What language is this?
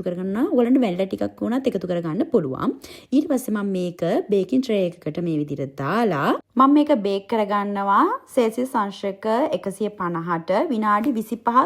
Sinhala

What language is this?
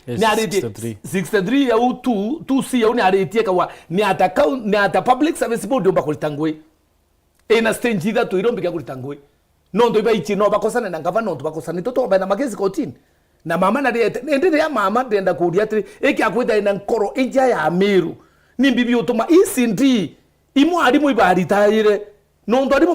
Meru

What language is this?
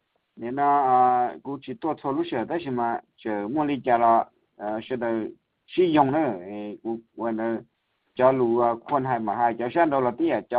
Hmong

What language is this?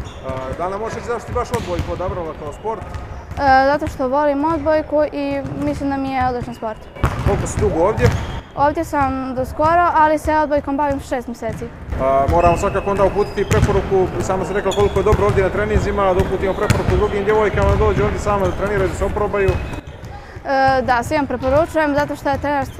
Bosnian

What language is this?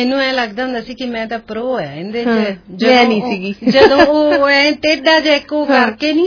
Punjabi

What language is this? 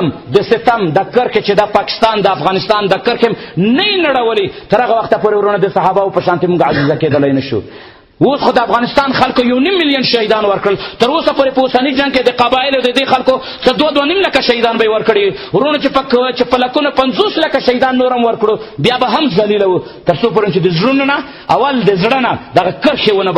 Pashto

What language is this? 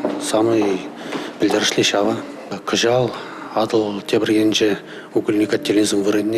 Chuvash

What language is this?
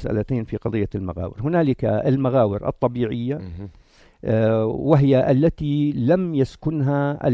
North Levantine Arabic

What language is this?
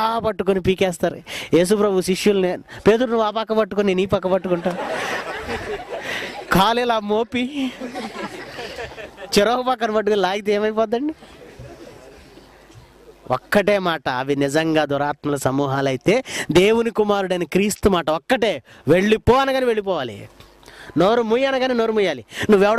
Telugu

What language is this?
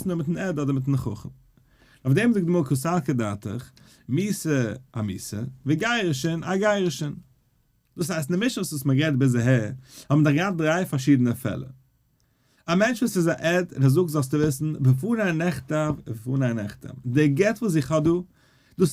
Yiddish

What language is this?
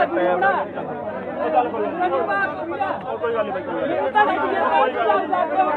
Punjabi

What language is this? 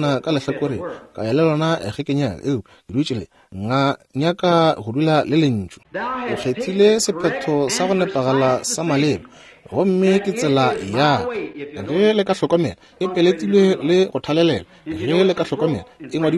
Northern Sotho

